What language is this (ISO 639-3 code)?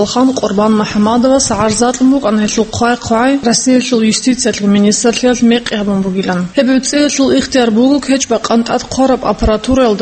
ava